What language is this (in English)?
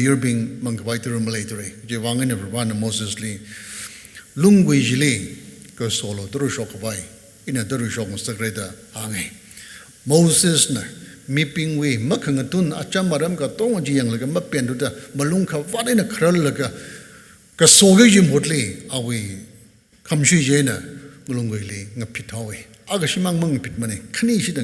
Tangkhul Naga (India)